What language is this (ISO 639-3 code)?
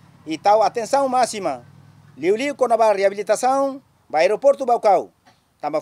tet